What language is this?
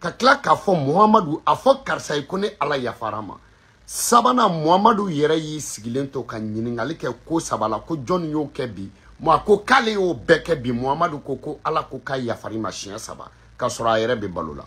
Bambara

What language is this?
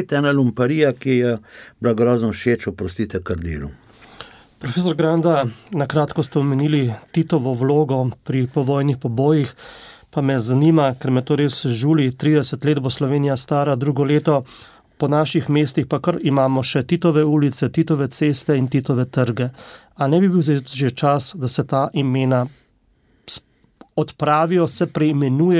Slovenian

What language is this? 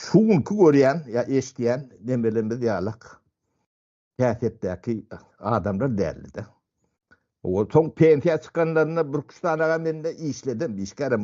Turkmen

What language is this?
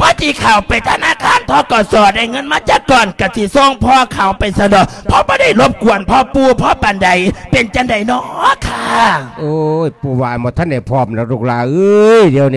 Lao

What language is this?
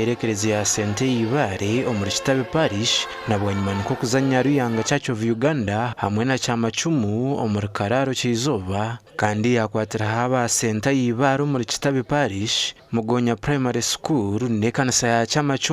Nyankole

